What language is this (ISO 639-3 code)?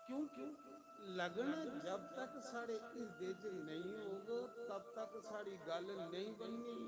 doi